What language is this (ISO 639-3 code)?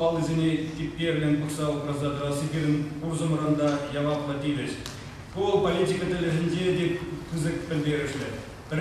chv